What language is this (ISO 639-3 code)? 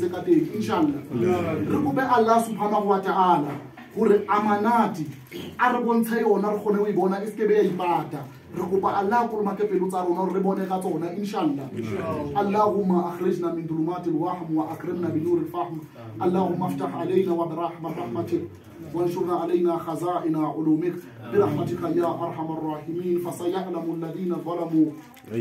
sot